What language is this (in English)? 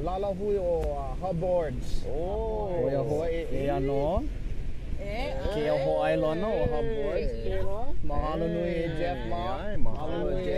Hawaiian